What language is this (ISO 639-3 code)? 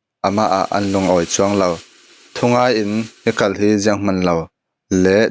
cfm